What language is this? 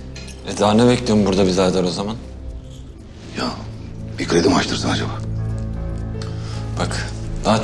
Turkish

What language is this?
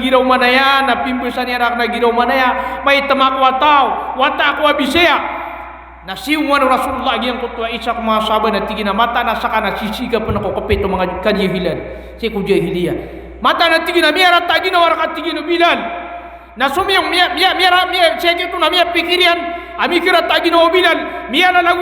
Maranao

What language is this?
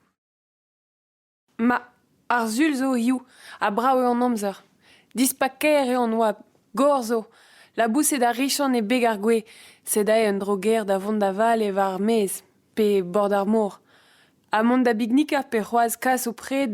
Breton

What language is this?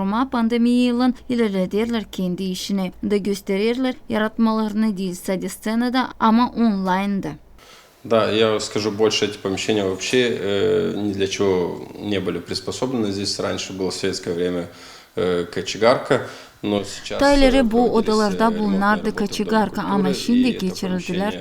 Gagauz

